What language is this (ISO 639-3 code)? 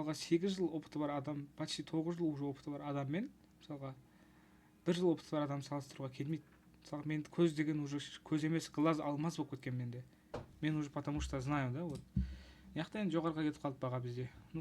kaz